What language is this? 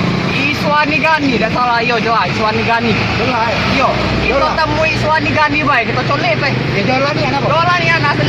Musi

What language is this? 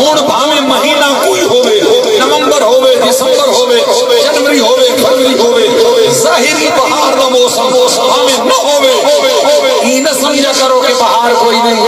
Saraiki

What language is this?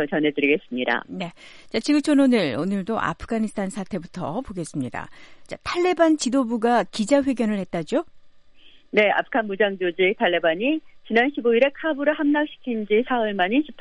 Korean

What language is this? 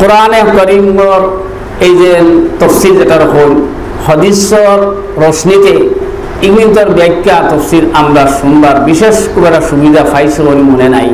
Sylheti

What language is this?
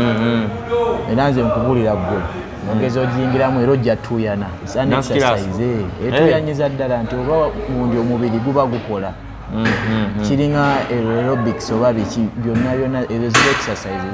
Ganda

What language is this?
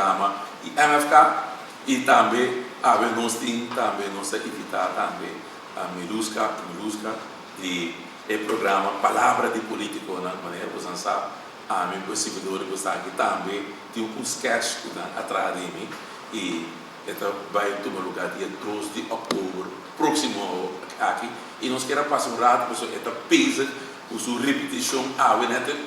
Papiamento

